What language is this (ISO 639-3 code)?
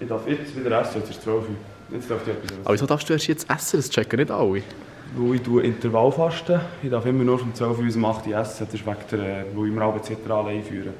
gsw